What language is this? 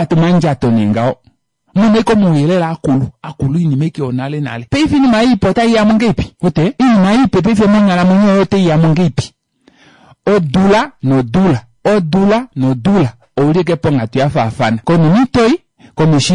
Kuanyama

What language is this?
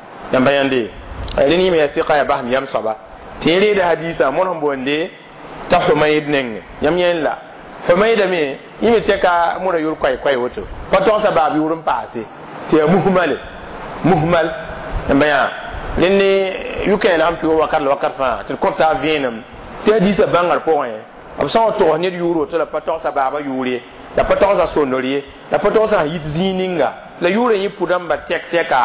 Mossi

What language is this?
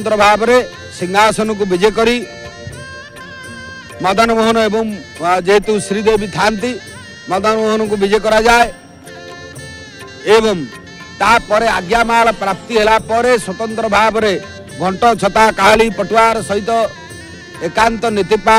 Odia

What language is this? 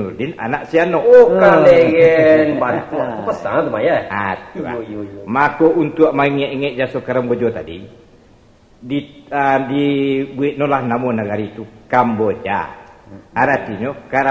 Minangkabau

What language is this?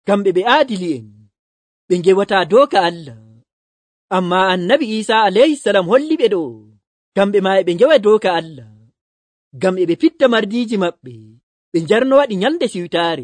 Nigerian Fulfulde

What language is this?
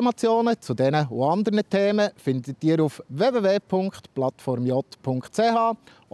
Swiss German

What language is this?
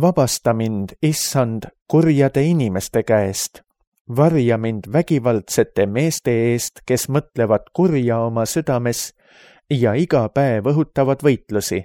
Estonian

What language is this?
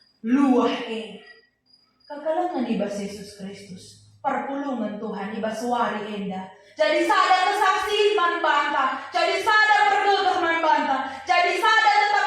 Batak Karo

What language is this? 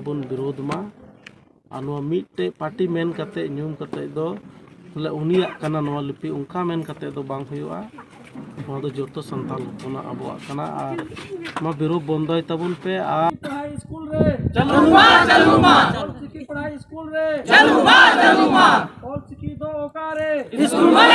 Santali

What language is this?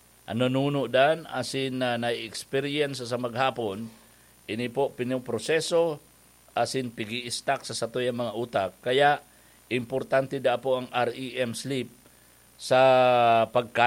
Bikol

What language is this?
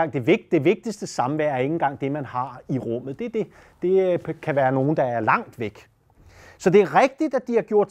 Danish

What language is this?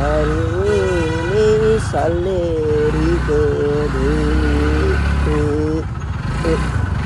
Nepali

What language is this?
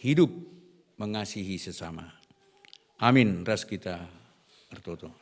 Batak Karo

